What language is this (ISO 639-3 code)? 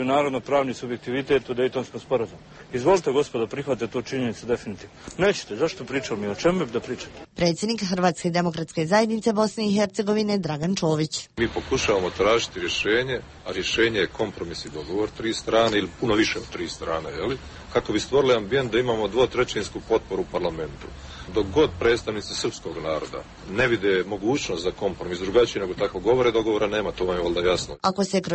hrv